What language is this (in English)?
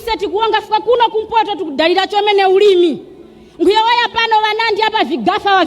Nyanja